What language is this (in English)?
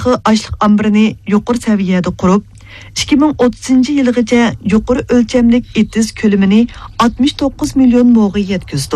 Uyghur